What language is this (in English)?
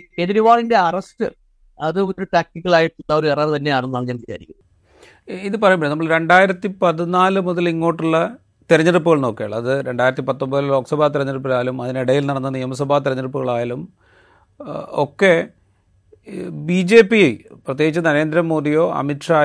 Malayalam